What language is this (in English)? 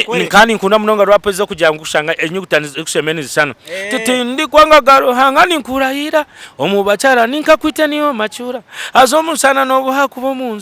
Nyankole